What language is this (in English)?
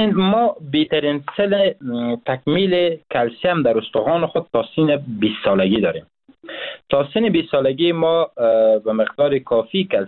Persian